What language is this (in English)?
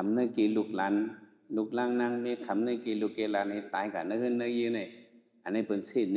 Shan